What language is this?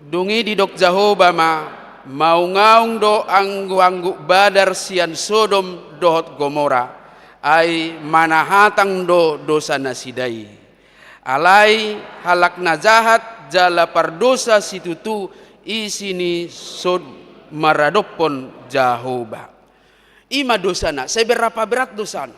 Batak Toba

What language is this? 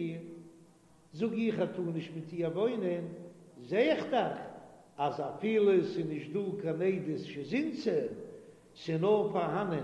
Yiddish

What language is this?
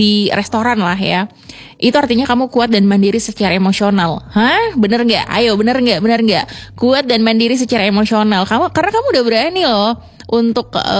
Indonesian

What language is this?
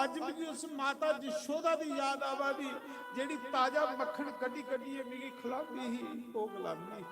Dogri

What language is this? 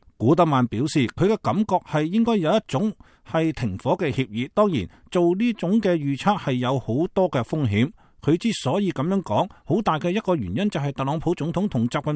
Cantonese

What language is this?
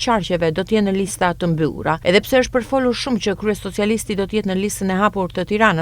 Albanian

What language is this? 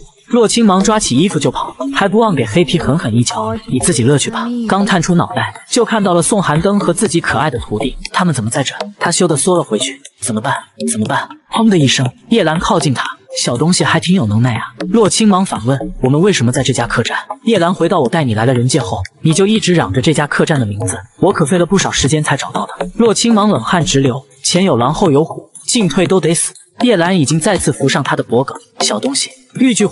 Chinese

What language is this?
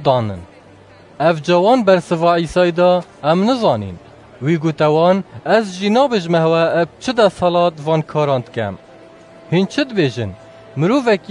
Kurdish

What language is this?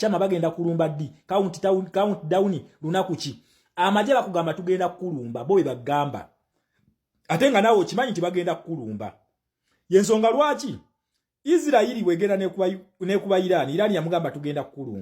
Ganda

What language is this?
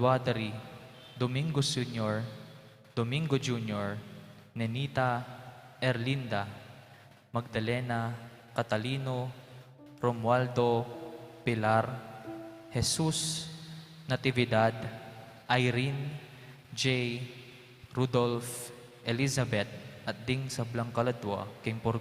Pampanga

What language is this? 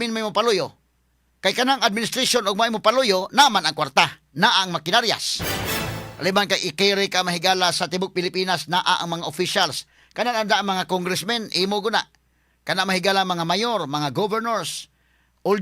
Cebuano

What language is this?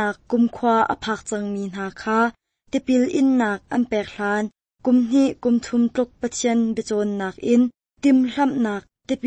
Hakha Chin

